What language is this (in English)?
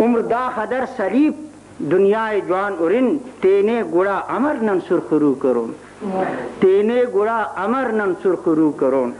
Brahui